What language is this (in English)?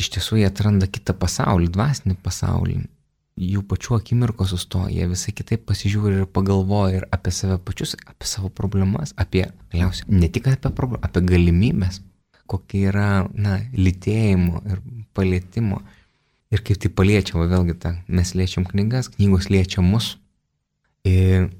Lithuanian